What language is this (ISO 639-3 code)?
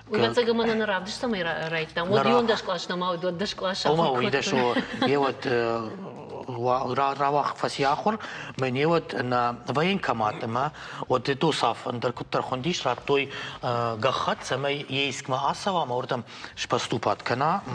oss